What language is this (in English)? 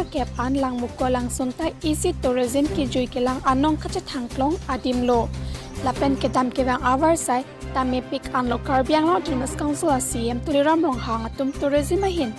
Karbi